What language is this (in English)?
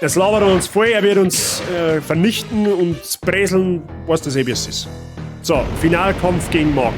Bavarian